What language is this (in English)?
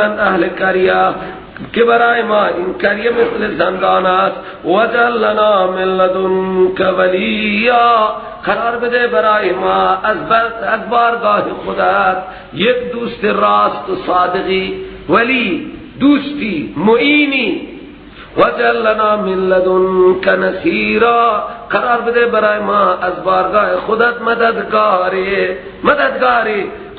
Persian